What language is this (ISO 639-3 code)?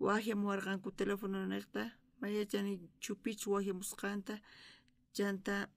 quh